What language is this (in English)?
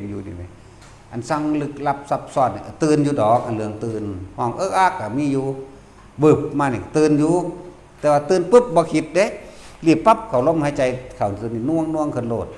Northeastern Thai